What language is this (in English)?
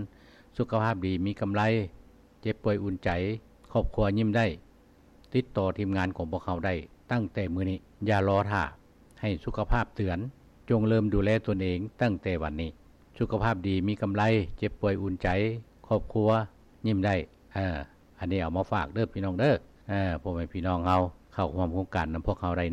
Lao